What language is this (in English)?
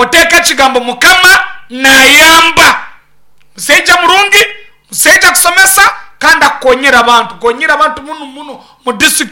Nyankole